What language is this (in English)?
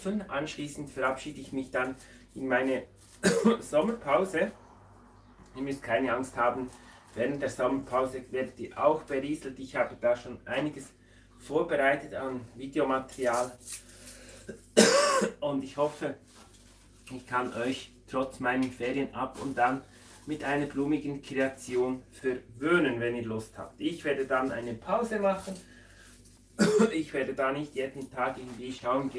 German